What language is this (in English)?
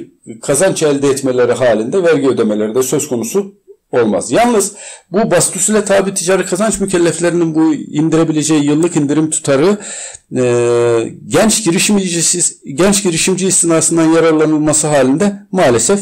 Turkish